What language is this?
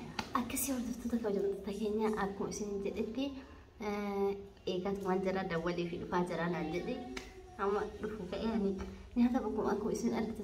Oromo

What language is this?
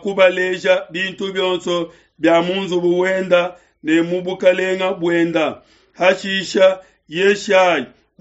Luba-Lulua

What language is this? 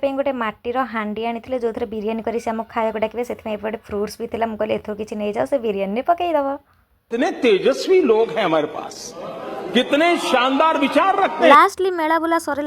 Odia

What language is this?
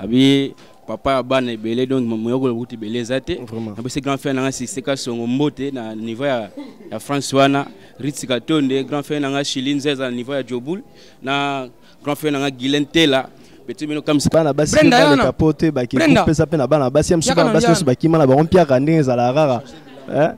Lingala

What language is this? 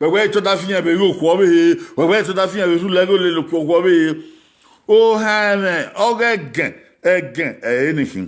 Bini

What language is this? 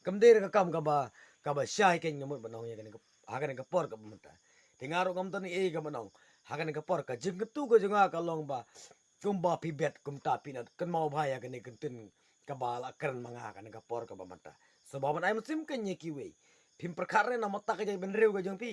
Khasi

